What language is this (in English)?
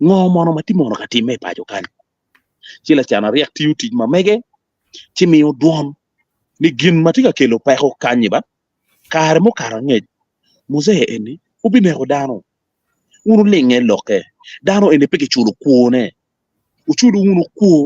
Acoli